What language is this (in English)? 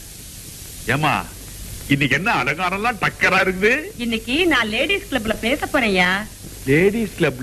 Tamil